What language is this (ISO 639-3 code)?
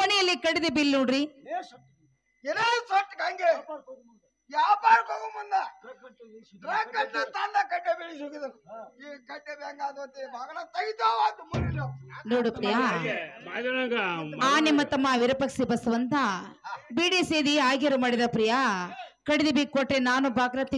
kan